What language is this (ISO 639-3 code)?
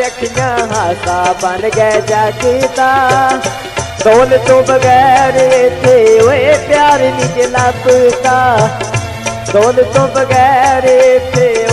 pan